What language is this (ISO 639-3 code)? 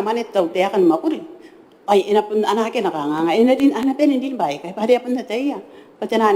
gil